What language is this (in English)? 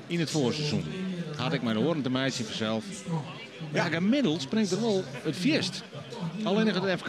Western Frisian